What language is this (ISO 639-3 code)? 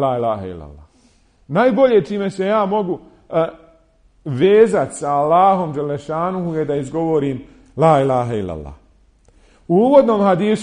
bos